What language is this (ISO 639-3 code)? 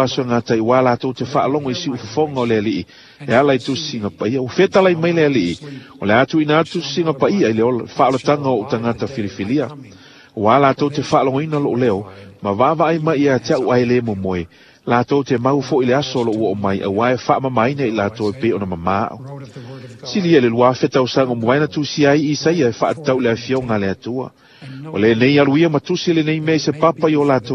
smo